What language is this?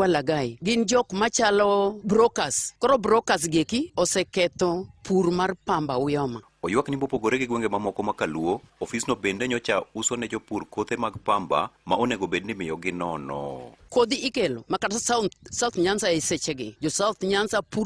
Luo (Kenya and Tanzania)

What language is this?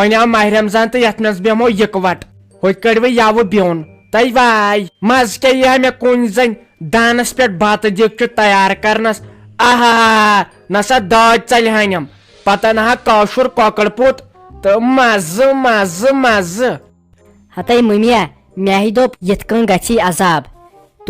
Kashmiri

